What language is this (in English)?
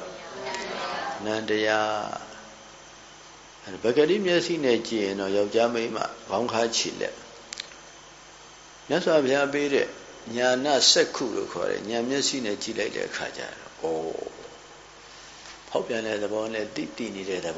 Burmese